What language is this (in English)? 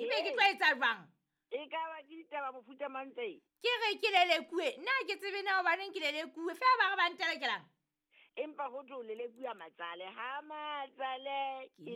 Southern Sotho